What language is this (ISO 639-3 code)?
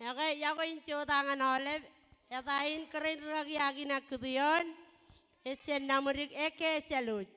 mah